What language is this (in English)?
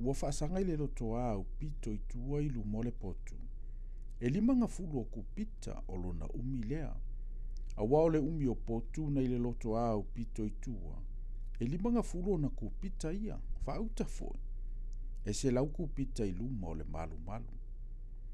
Samoan